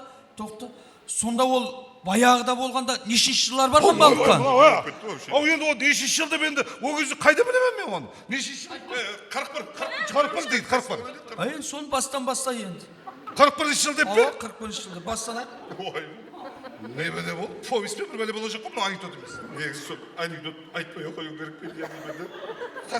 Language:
Kara-Kalpak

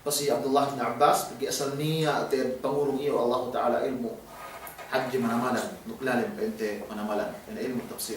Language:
Yakan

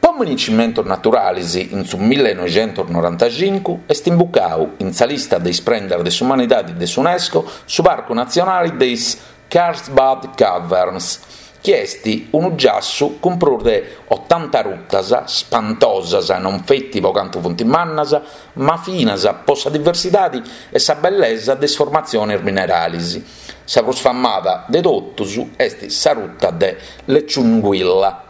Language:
Sardinian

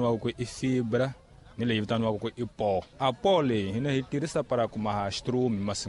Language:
Tsonga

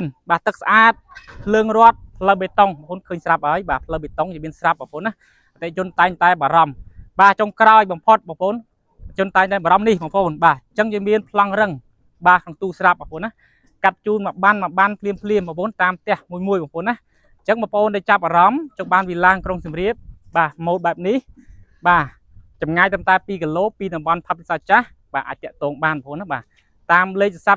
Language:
Khmer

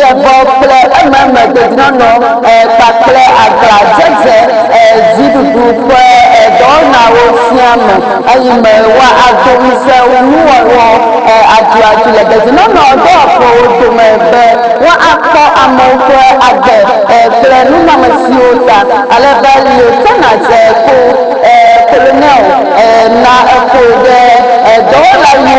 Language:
Ewe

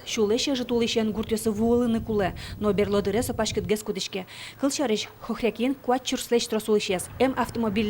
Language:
Udmurt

